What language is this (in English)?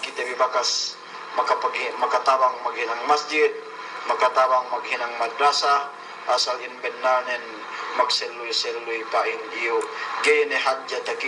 Yakan